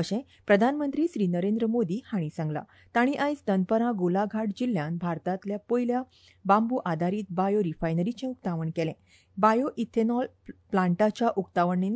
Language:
Konkani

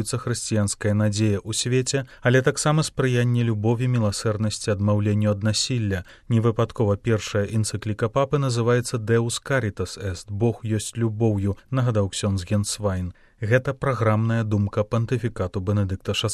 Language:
Belarusian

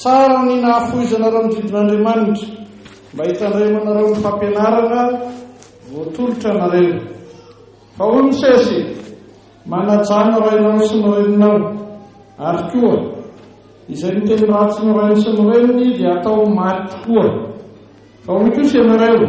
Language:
Malagasy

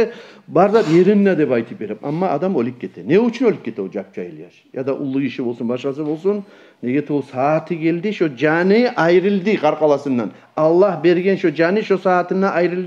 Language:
Kumyk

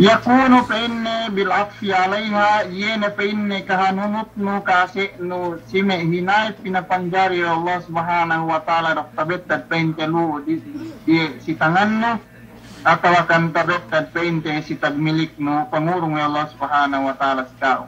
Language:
Yakan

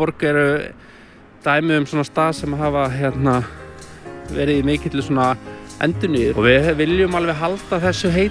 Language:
Icelandic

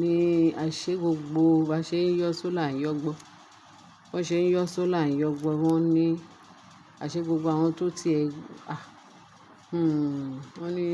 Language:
Yoruba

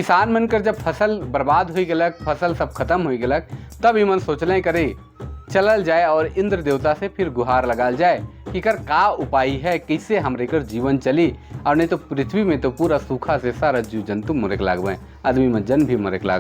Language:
Sadri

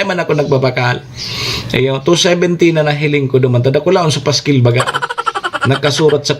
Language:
Bikol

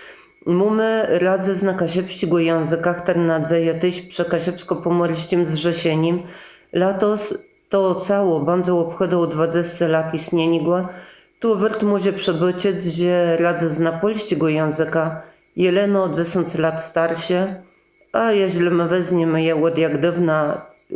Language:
Kashubian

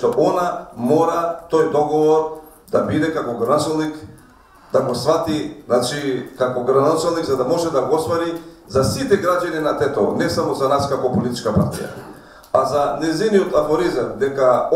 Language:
Macedonian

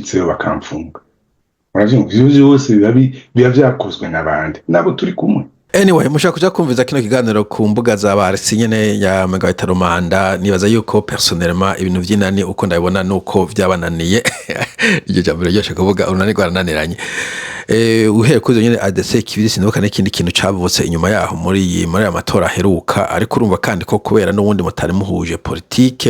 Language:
Rundi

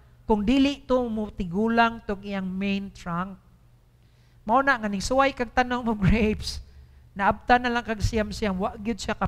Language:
Cebuano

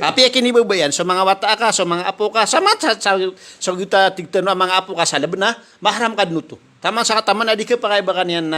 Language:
Maranao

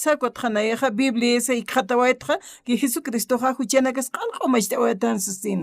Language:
Aymara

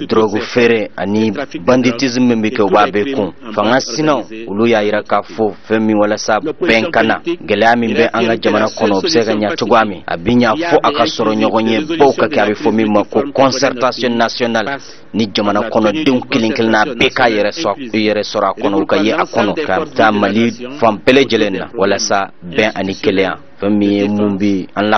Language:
Bambara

